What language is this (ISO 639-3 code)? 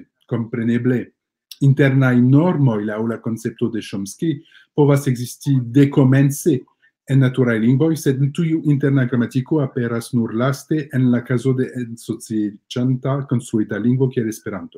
epo